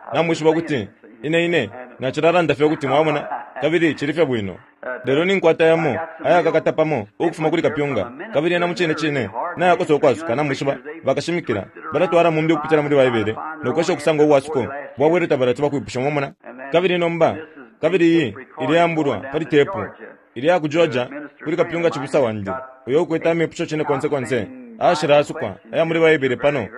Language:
Bemba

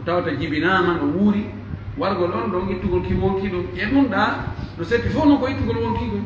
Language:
Pular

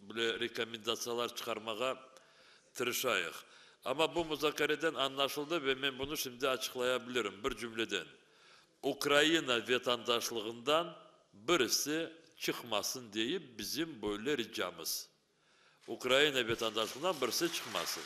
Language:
Crimean Tatar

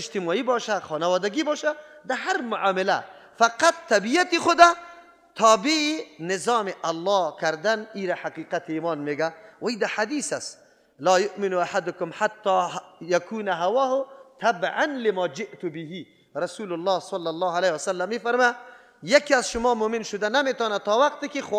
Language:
Persian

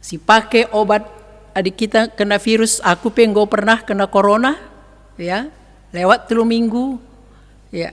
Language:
Batak Karo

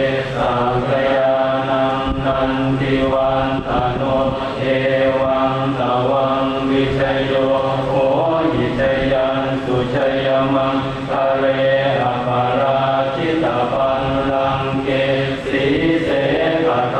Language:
Pali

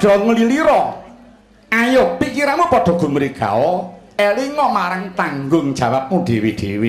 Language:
Javanese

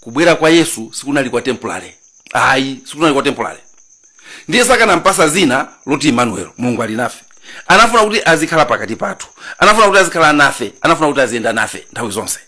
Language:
Nyanja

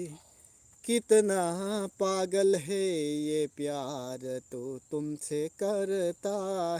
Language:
Manipuri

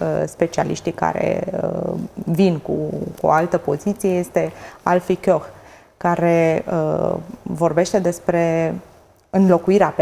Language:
Romanian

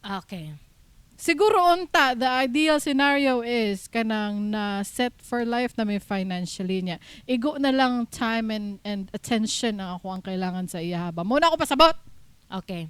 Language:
Cebuano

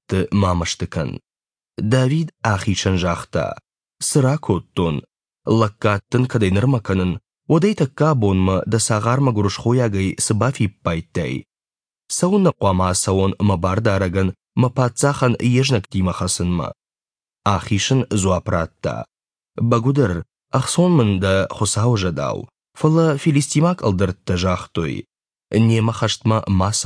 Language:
Ossetic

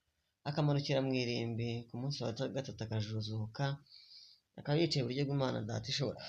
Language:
Kinyarwanda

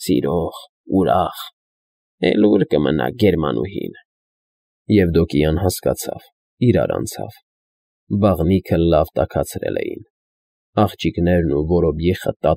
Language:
Armenian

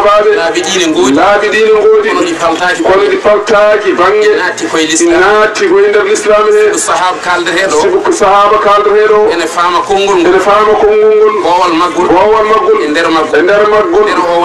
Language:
Fula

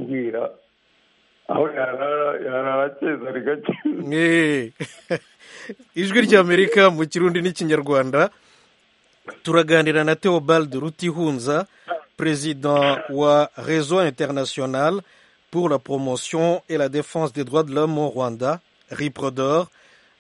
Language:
Kinyarwanda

